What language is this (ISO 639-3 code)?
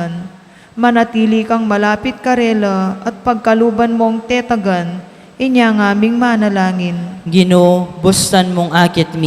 pam